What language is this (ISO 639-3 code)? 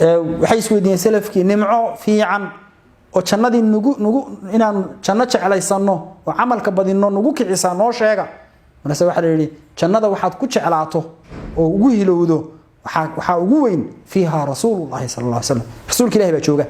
som